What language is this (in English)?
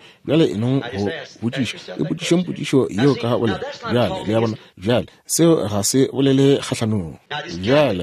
Northern Sotho